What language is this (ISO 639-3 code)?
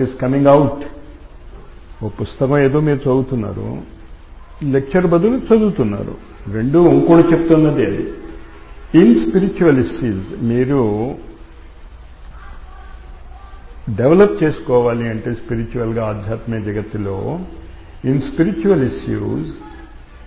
tel